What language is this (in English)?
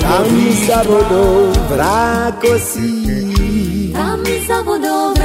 Slovak